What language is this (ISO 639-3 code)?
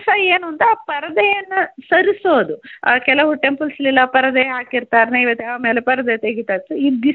kan